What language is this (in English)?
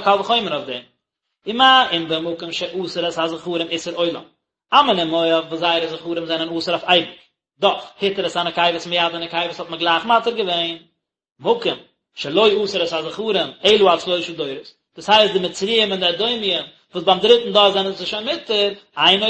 Yiddish